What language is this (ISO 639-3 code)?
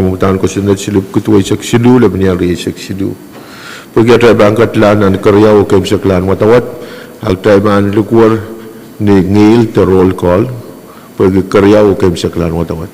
pon